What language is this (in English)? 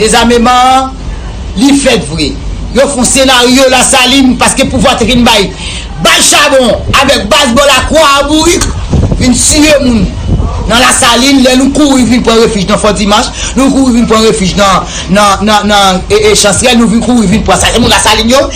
Haitian Creole